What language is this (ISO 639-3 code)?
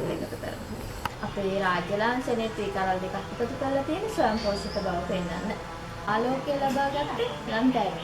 sin